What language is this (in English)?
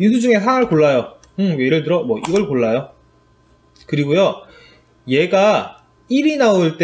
Korean